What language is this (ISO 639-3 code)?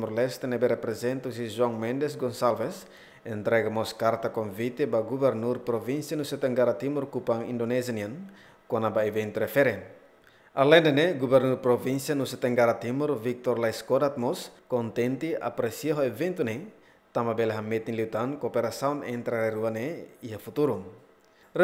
tet